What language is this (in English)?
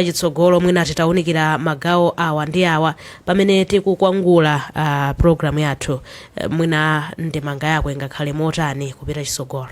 Nyanja